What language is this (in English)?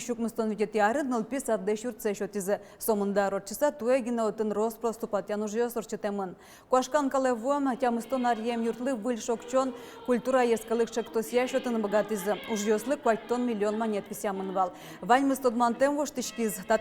Udmurt